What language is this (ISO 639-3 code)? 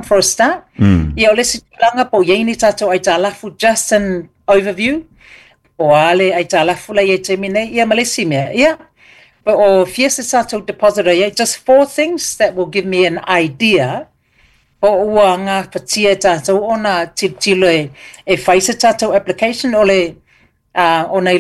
smo